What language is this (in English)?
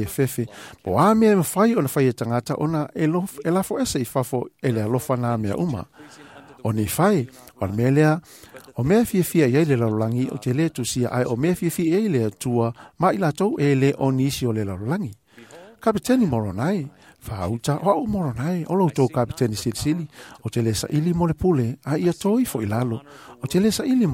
Samoan